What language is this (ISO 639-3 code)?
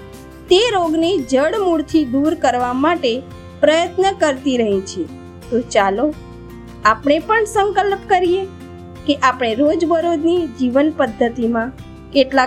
guj